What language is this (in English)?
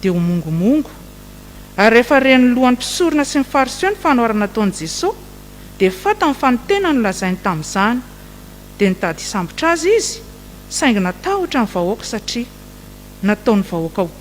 Malagasy